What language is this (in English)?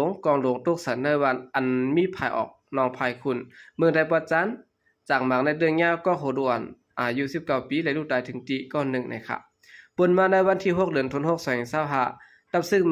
Shan